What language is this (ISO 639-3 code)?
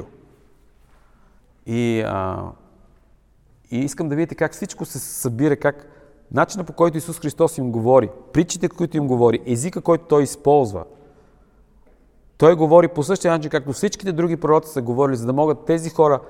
bul